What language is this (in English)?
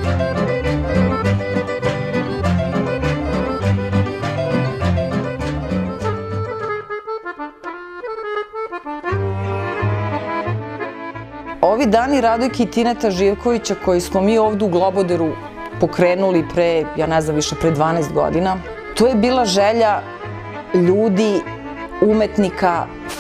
Serbian